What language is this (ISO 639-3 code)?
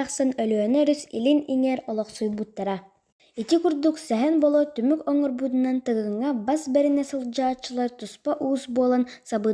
sah